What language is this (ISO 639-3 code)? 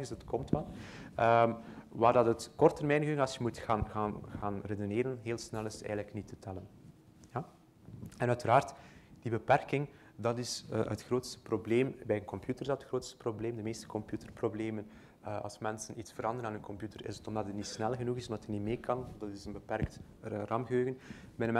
nld